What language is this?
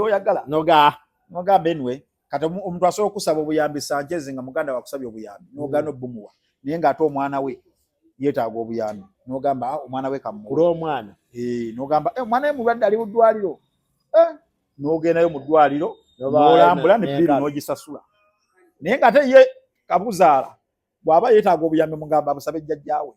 Ganda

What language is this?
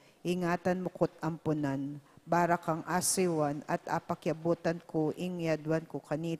Pampanga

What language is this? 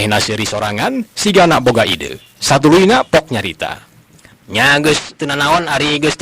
Sundanese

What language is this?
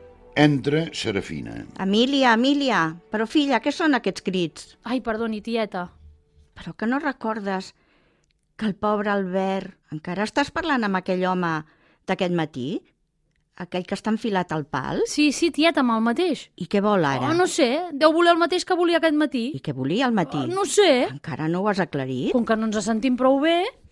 Catalan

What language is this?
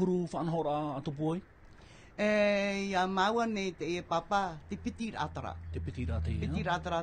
Tahitian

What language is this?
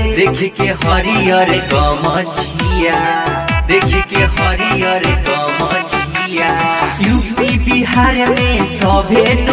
Bhojpuri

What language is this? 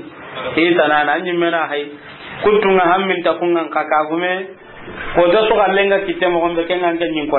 Soninke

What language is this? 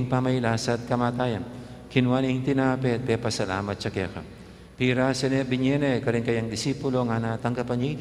Pampanga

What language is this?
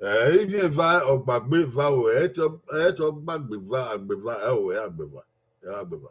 Bini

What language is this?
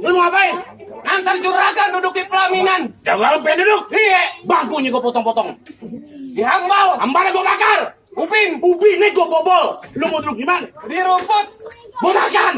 Betawi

